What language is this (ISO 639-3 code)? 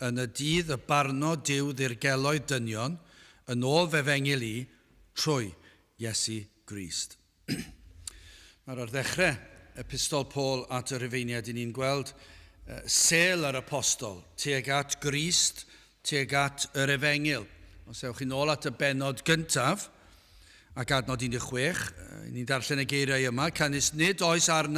cym